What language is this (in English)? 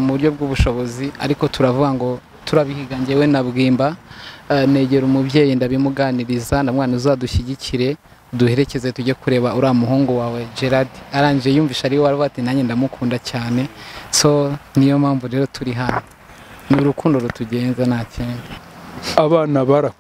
Kinyarwanda